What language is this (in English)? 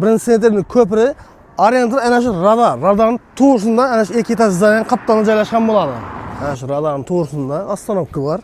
Uzbek